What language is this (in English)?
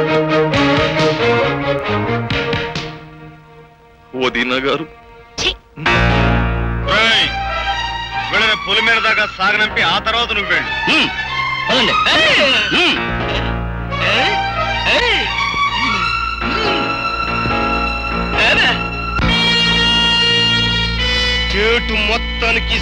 Telugu